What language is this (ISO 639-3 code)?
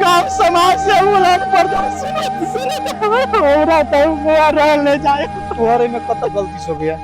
mai